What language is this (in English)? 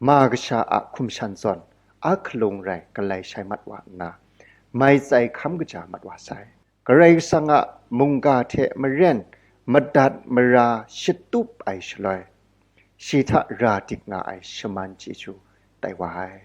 Kachin